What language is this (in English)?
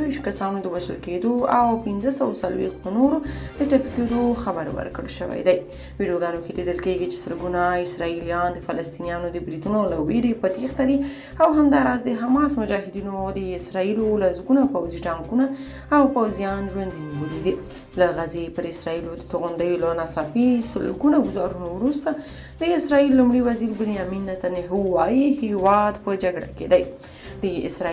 Pashto